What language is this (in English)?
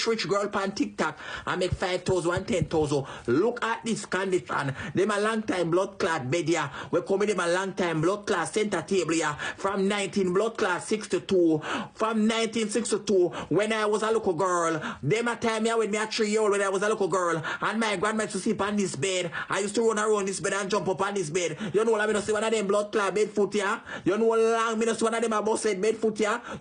Jamaican Creole English